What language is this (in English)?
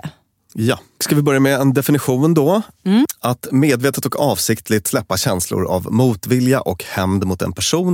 Swedish